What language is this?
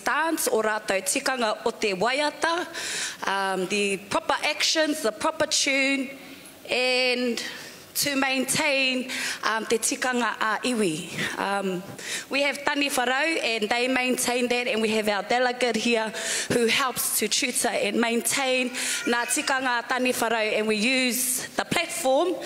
Māori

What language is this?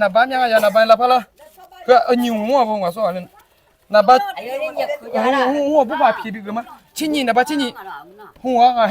Akha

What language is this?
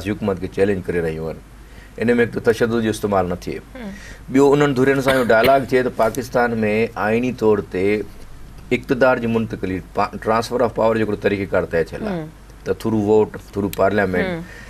Sindhi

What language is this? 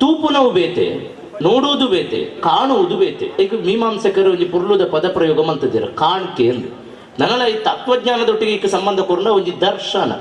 Tulu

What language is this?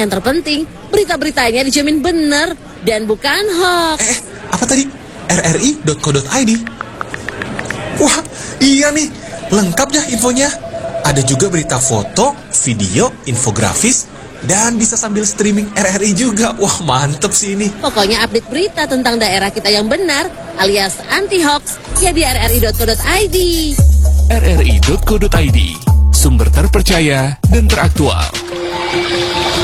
Indonesian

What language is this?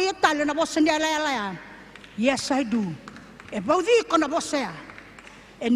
Fijian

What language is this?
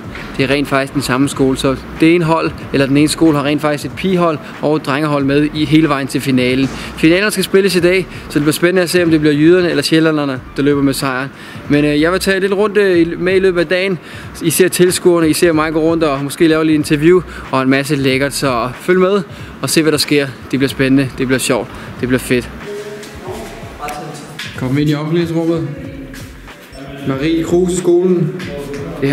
Danish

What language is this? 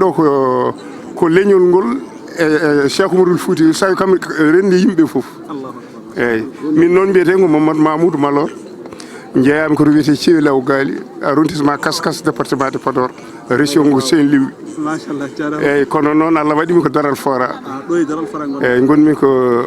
Fula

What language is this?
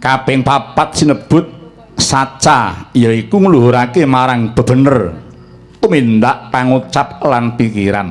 Javanese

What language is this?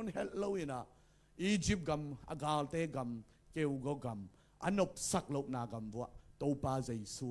Tedim Chin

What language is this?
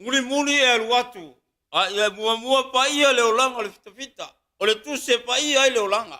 Samoan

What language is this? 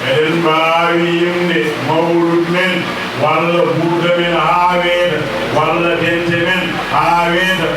Fula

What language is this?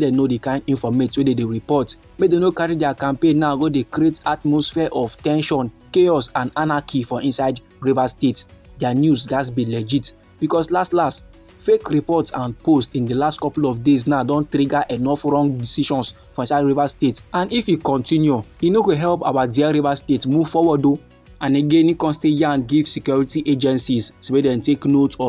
Nigerian Pidgin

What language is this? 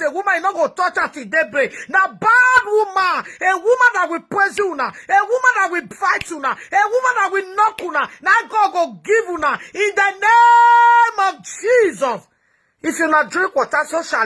Nigerian Pidgin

